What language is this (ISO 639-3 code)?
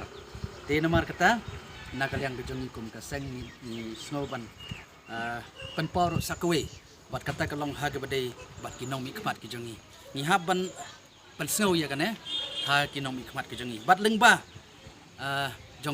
kha